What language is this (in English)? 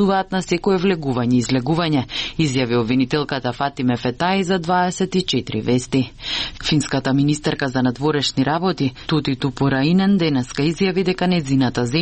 Macedonian